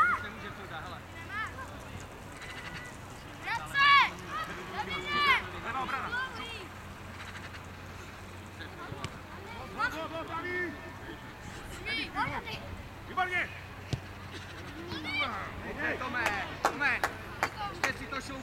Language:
Czech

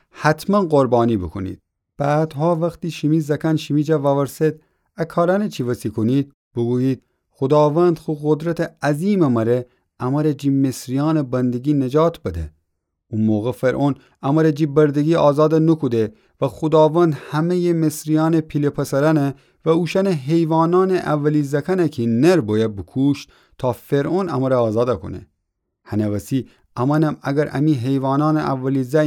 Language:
Gilaki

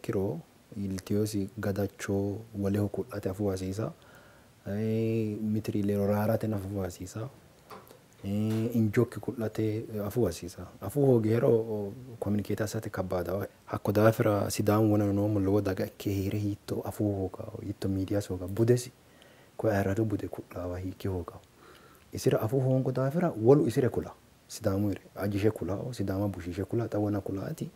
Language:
Sidamo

